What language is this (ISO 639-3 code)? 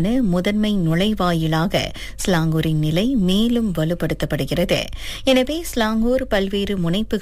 tam